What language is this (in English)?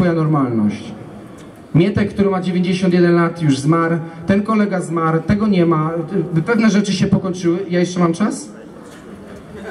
Polish